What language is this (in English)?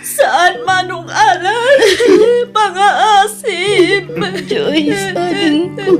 Iloko